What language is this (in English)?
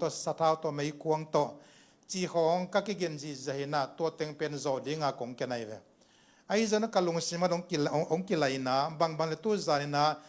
Tedim Chin